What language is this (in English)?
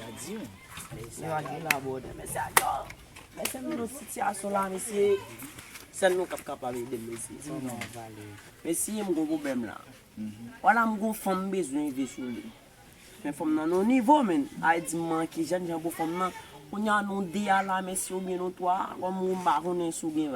Haitian Creole